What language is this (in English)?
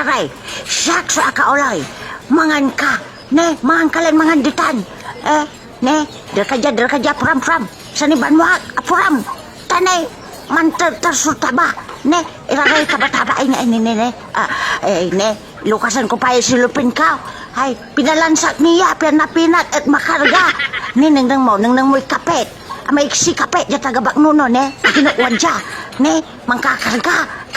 Pangasinan